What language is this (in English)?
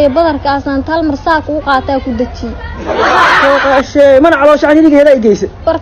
Somali